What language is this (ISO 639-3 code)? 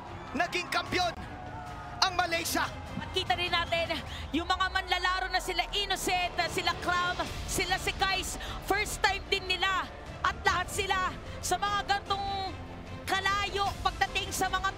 fil